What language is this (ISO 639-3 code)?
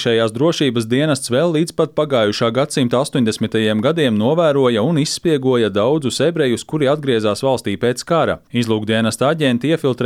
lav